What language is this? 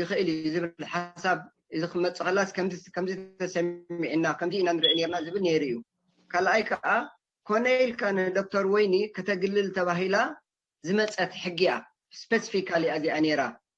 Tigrinya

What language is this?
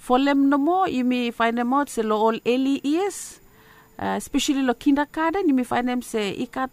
Bislama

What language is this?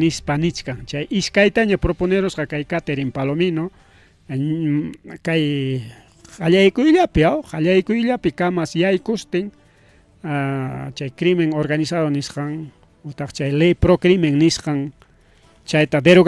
Ayacucho Quechua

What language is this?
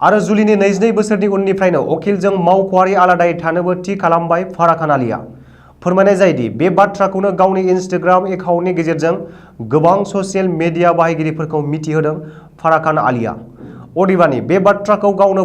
Bodo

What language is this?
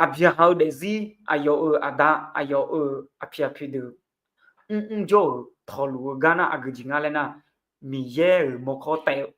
Akha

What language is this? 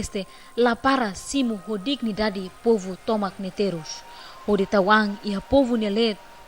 Tetum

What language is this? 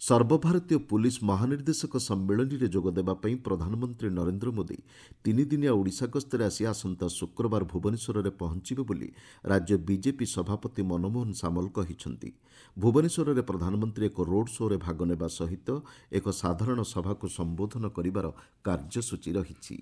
Odia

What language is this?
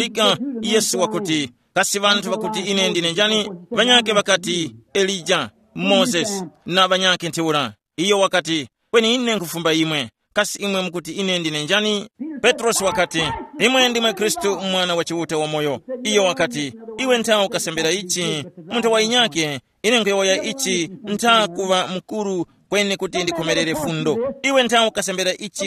Tumbuka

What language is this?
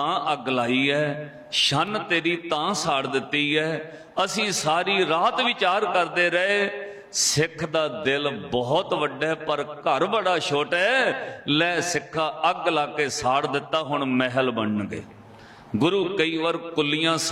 Punjabi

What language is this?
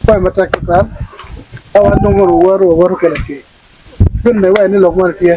Acoli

